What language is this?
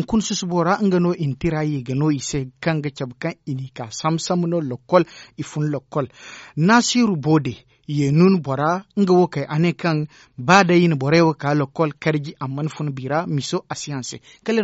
Zarma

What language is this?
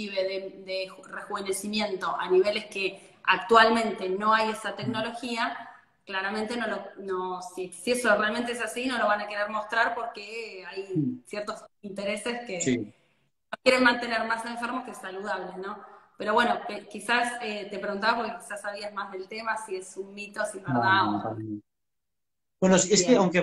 Spanish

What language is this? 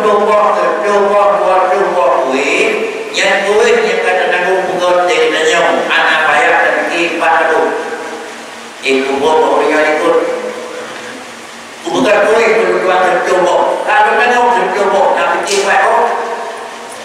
Malay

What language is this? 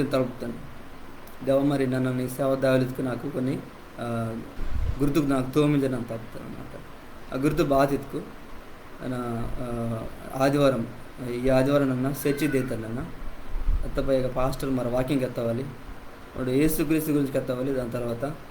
Koya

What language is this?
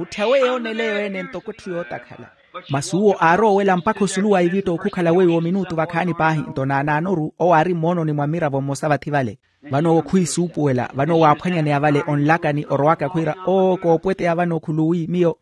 Makhuwa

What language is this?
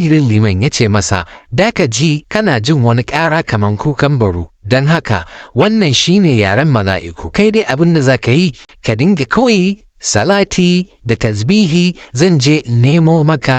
Hausa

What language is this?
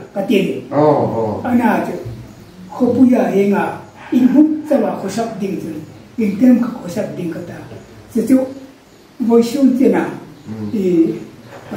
Hmar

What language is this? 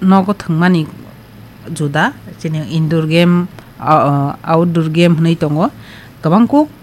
Kok Borok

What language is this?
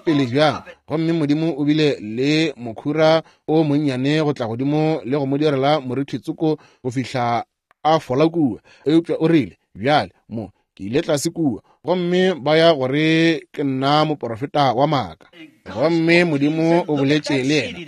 Northern Sotho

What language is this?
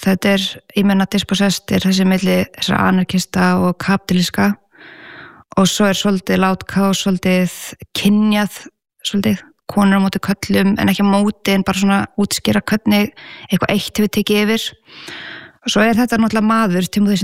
Icelandic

